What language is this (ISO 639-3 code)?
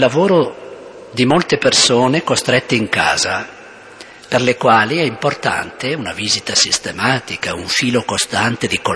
ita